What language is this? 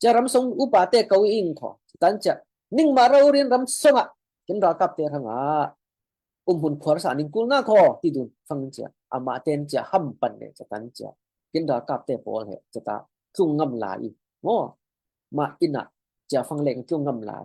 Falam Chin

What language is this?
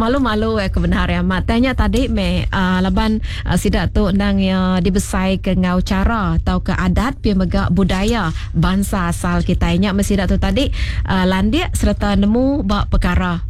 Iban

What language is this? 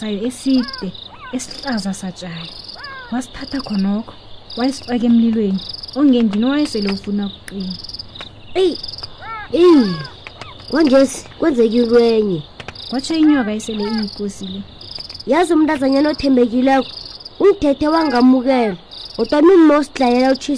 South Ndebele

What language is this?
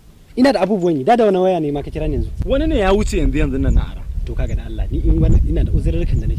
Hausa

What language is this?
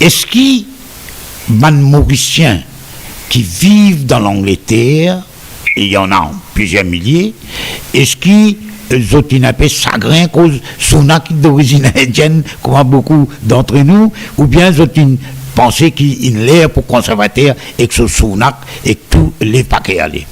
Morisyen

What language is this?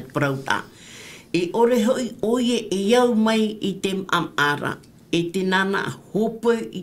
Tahitian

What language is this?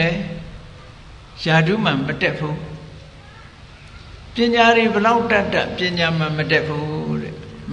Burmese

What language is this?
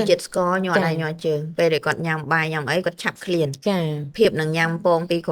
Khmer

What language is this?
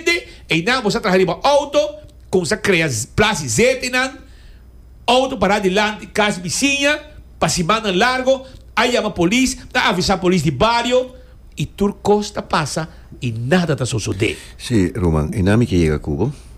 Papiamento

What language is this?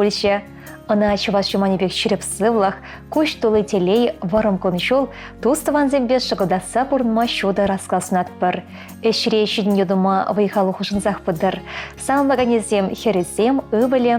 Chuvash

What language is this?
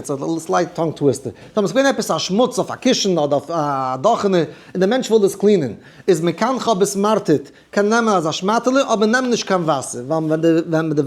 Yiddish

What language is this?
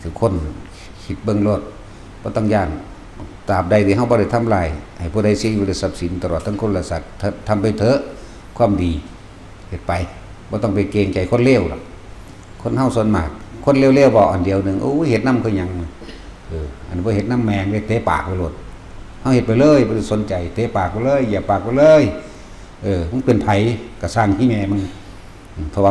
Northeastern Thai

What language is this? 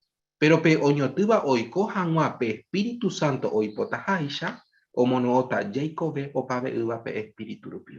Guarani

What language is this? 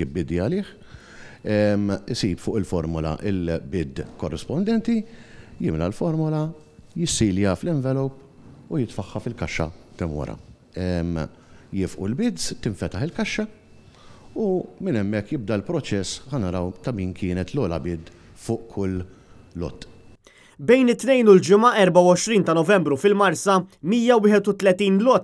Maltese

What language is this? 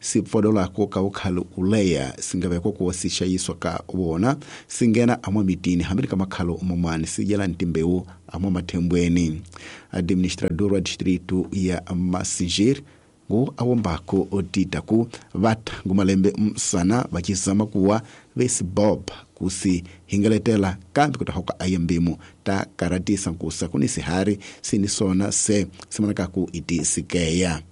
Tsonga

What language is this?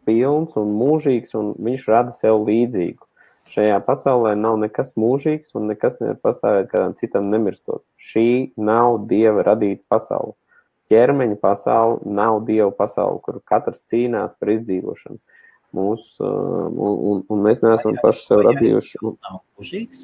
Latvian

